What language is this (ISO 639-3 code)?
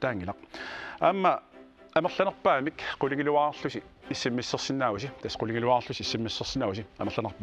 kal